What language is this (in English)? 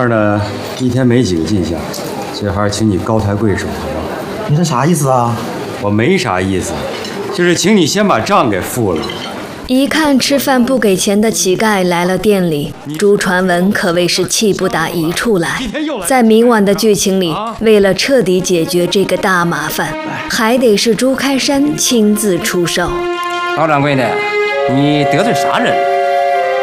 Chinese